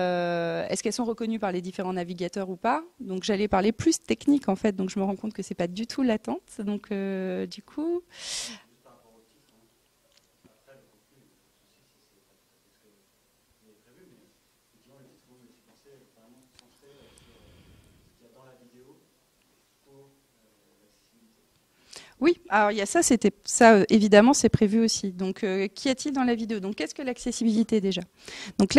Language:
French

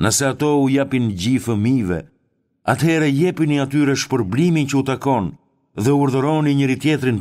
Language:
Albanian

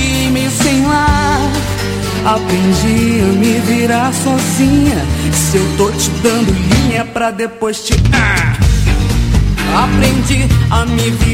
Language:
Portuguese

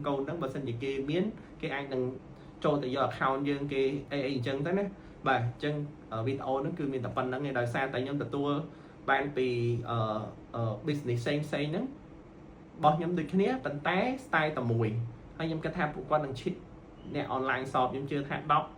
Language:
Khmer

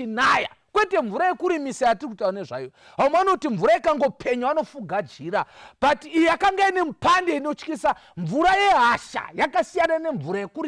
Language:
Shona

